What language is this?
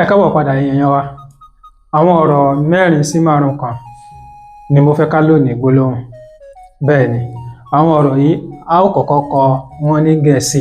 Yoruba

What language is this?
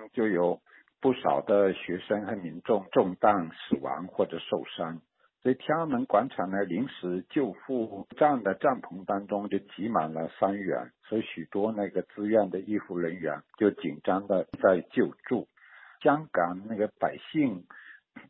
Chinese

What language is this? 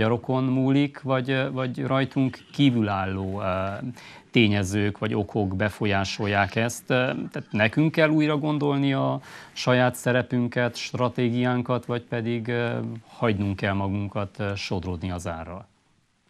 Hungarian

